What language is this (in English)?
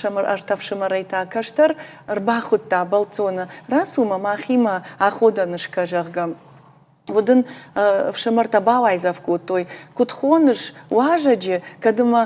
Ossetic